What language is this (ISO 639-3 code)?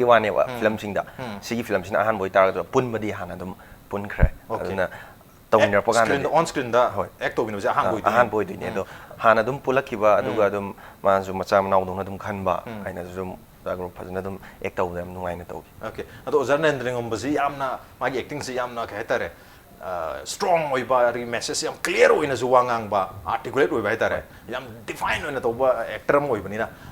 mni